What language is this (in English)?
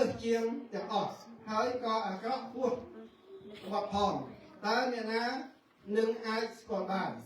Khmer